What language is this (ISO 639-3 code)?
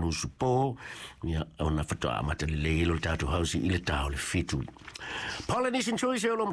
smo